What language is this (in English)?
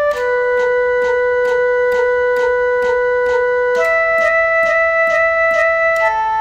Hindi